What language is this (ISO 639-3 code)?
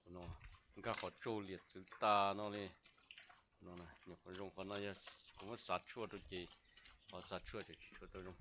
hmn